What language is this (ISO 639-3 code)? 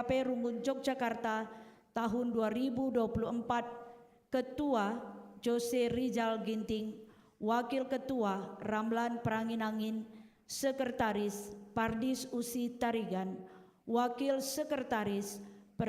btx